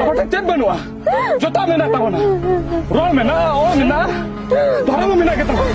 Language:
Santali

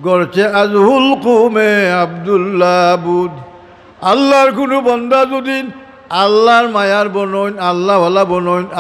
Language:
Sylheti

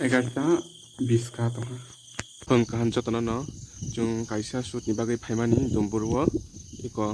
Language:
Kok Borok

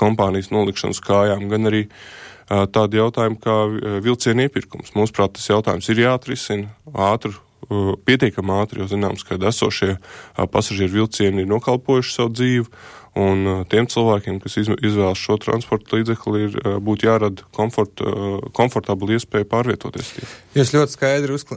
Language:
Latvian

